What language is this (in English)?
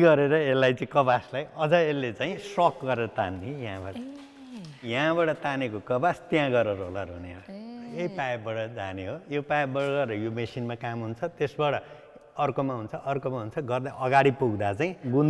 Nepali